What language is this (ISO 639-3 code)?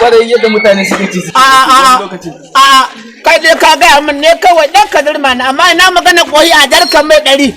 hau